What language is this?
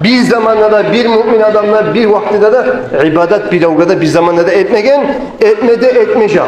Kumyk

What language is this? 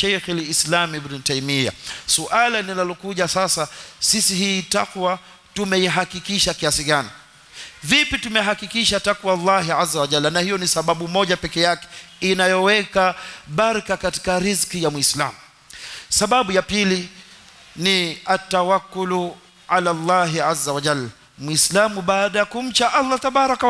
Swahili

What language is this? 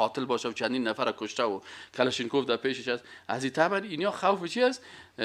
Persian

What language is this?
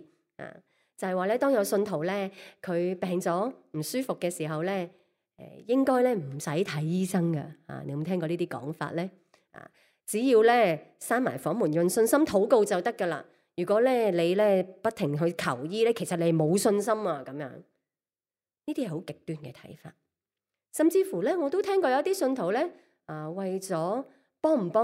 Cantonese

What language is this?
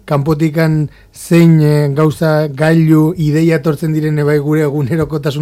Basque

